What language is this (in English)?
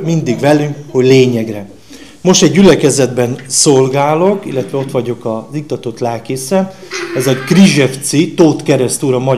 Hungarian